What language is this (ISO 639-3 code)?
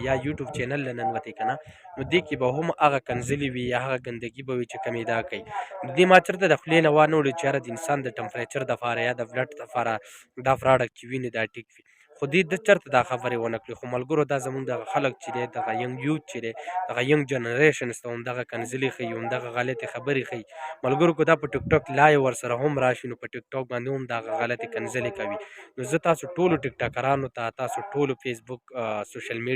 pus